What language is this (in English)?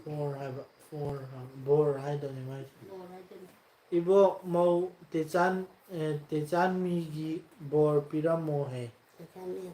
Manipuri